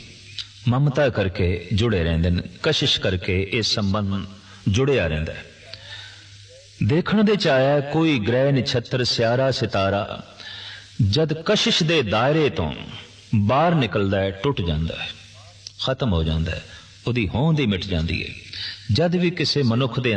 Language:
Punjabi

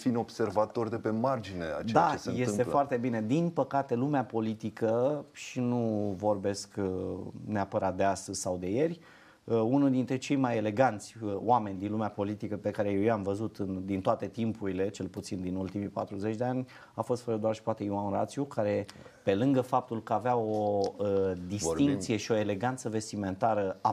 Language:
Romanian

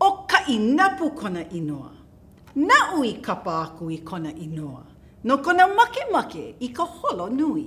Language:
Hawaiian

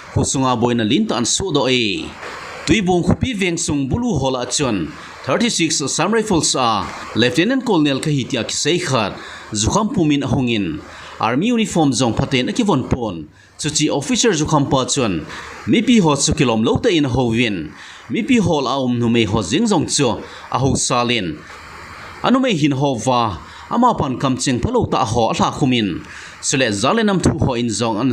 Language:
Thado Chin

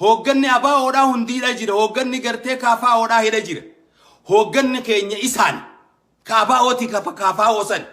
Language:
Oromo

